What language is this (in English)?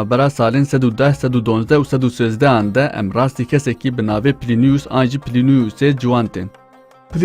Kurdish